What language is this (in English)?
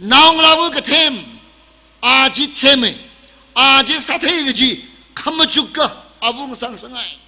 Tangkhul Naga (India)